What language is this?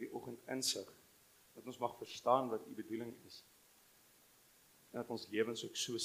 Afrikaans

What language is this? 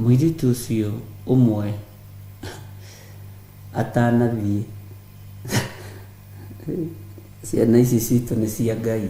Kikuyu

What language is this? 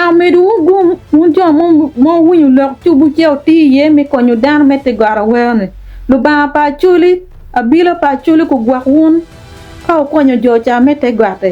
Acoli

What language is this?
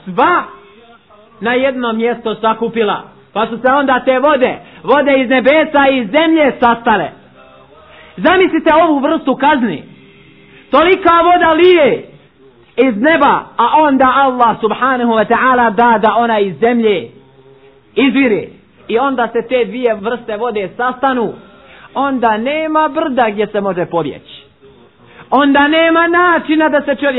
Bosnian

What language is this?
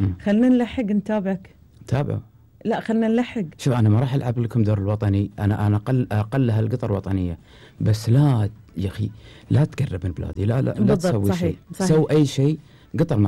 Gulf Arabic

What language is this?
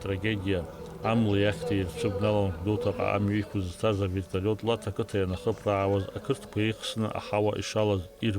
Abkhazian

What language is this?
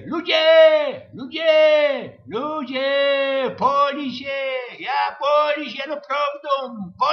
Silesian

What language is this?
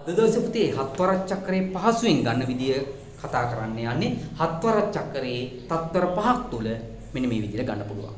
Sinhala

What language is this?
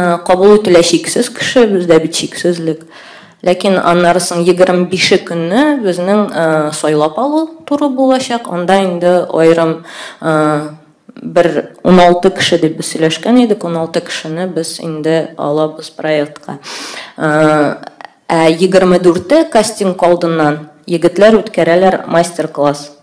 Tatar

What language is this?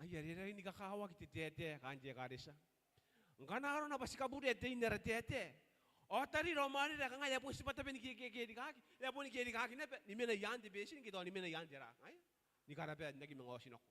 Gilbertese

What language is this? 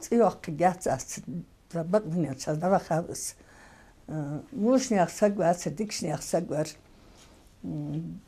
Ingush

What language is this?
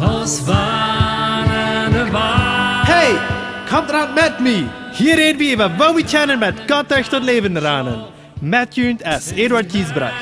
Plautdietsch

